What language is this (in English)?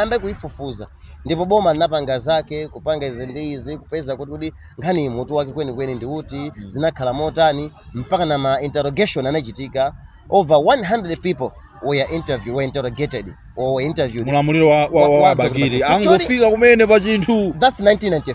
Nyanja